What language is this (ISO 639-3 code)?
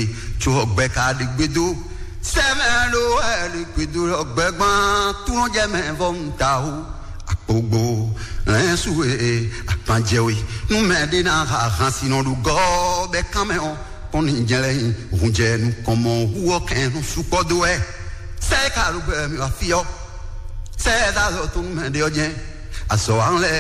fon